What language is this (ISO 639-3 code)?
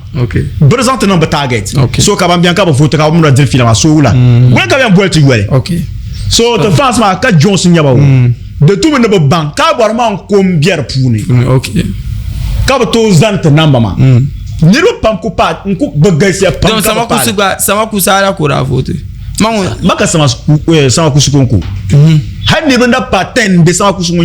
dag